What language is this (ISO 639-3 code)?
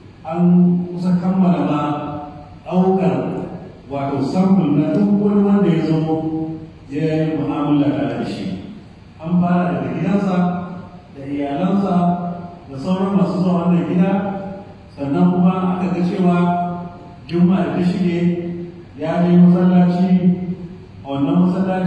hau